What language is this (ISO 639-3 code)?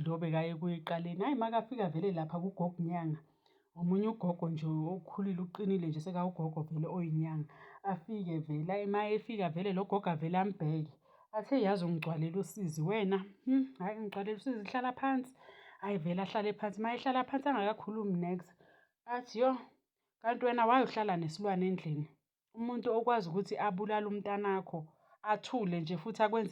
zul